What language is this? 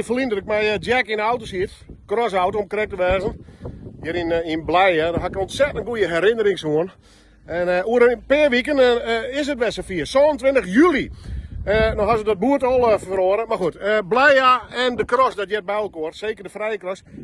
Western Frisian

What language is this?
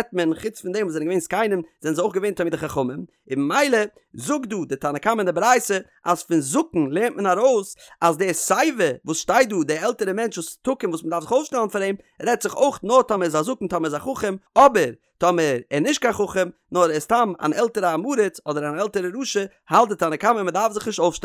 Yiddish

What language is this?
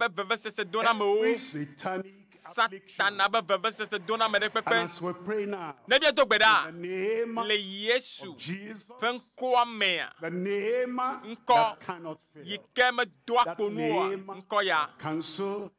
Ewe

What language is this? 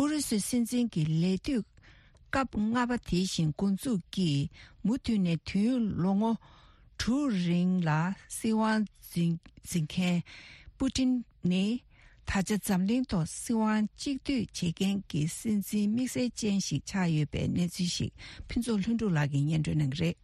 Tibetan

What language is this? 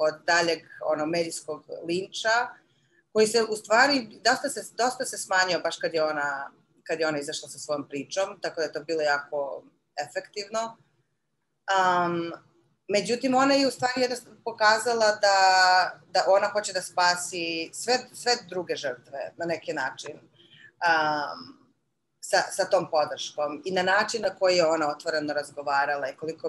Serbian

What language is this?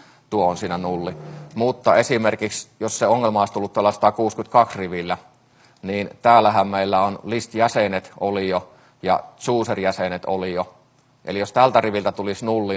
Finnish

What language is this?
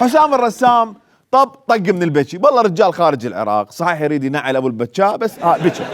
Mesopotamian Arabic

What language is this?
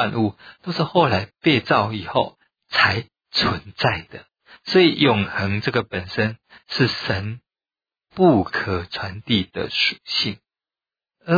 Chinese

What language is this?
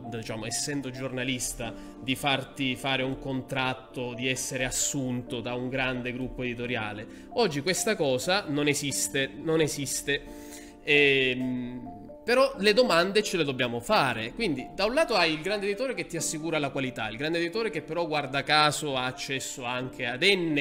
Italian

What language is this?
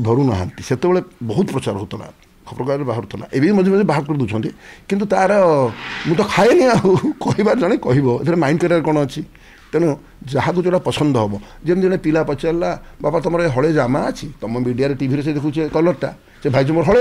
Odia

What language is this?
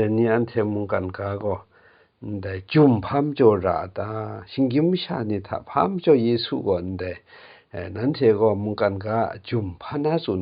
Kachin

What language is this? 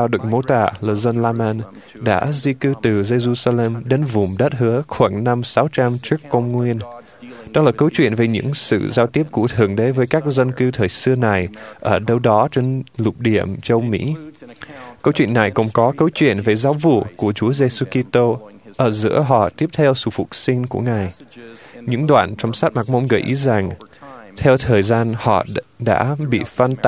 Vietnamese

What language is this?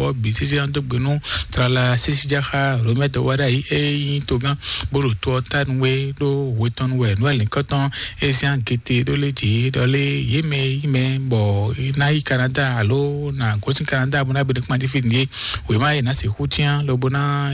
Fon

